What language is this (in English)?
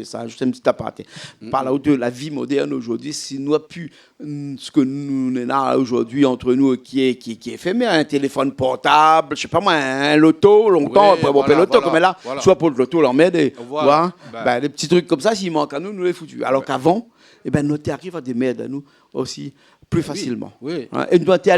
Réunion Creole French